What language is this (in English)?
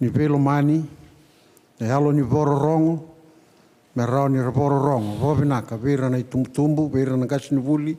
Fijian